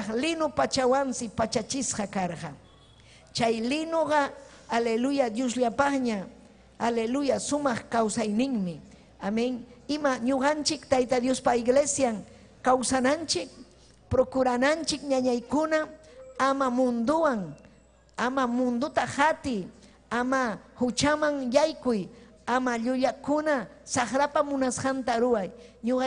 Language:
Ayacucho Quechua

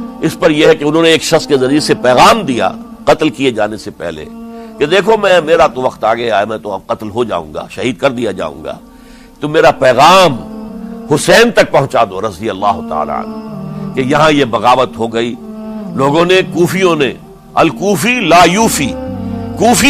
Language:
Urdu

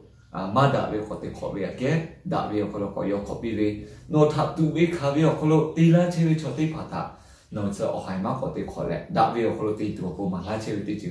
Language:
Lahu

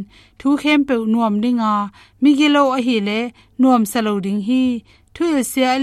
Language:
Tedim Chin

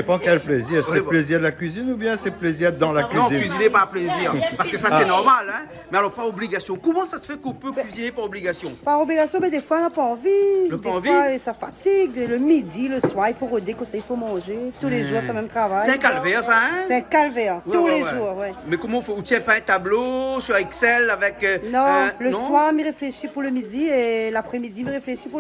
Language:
Réunion Creole French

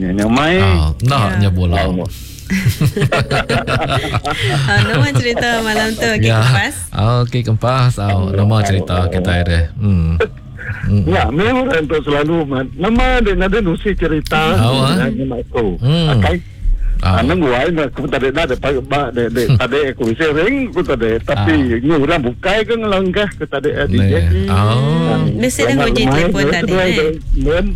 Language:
Iban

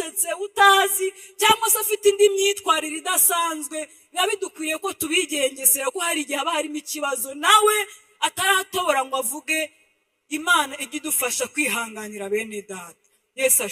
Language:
Kinyarwanda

